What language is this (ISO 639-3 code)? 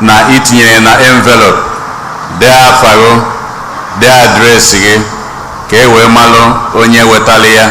ibo